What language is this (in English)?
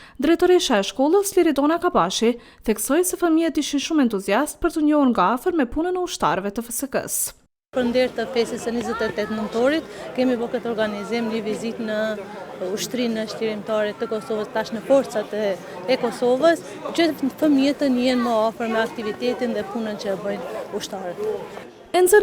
Albanian